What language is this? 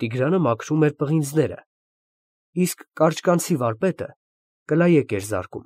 Armenian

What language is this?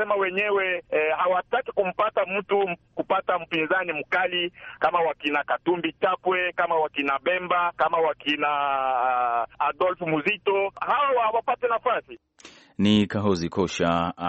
Swahili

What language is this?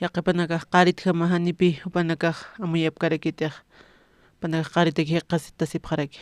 Aymara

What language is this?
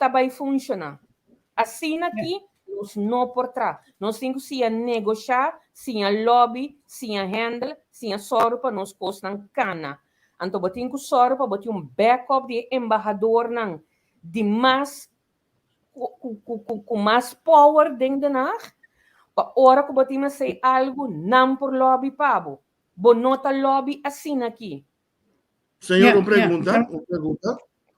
Papiamento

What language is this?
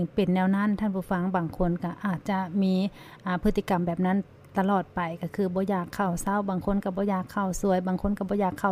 Lao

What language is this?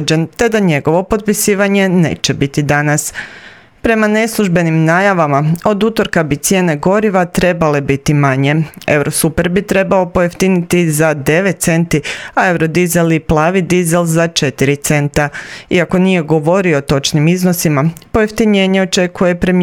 Croatian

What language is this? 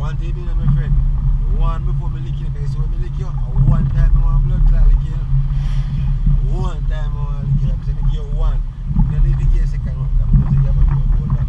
Jamaican Creole English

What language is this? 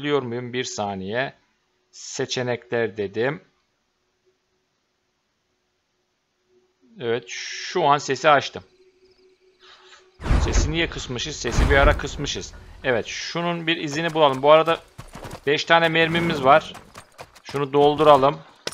Turkish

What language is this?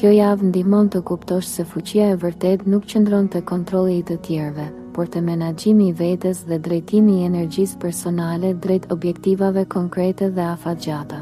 Albanian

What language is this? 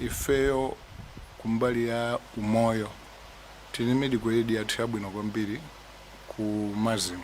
Nyanja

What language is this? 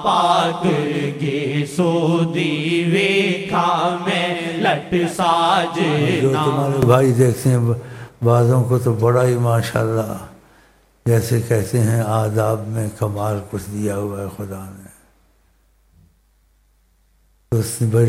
Urdu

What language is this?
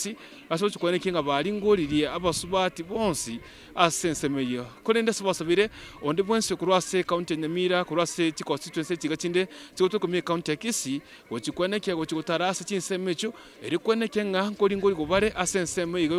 Gusii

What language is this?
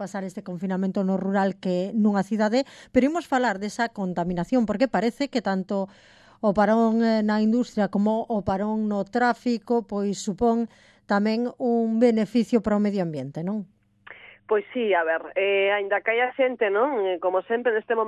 Galician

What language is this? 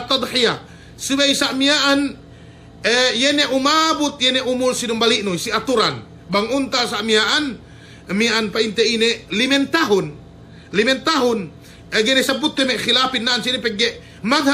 Yakan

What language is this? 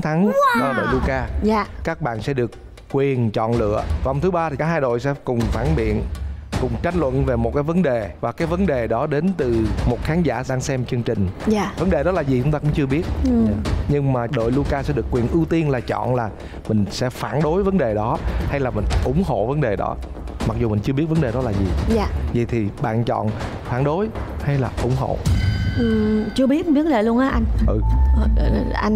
Vietnamese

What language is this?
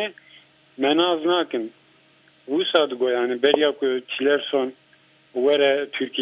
Kurdish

